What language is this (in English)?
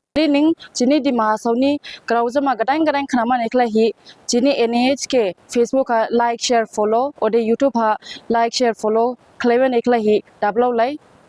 Dimasa